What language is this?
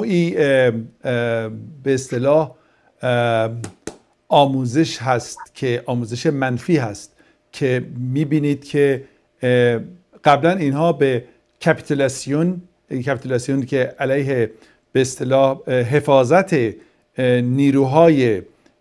Persian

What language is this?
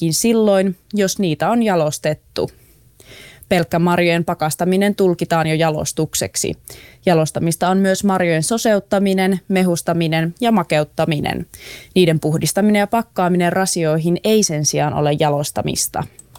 Finnish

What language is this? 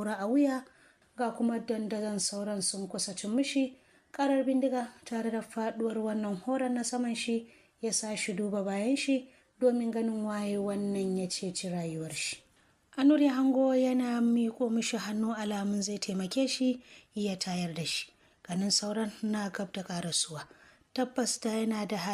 Hausa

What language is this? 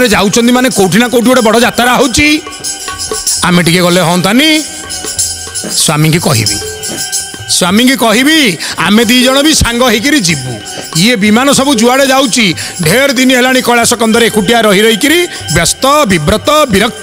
Odia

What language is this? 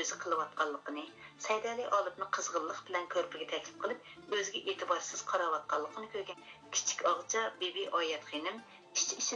Uyghur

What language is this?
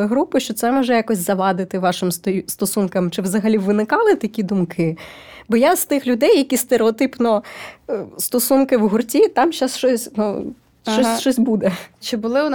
Ukrainian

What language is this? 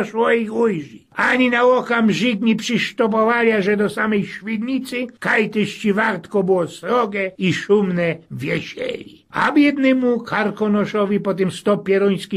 Silesian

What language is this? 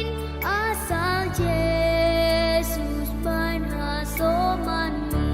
Batak Simalungun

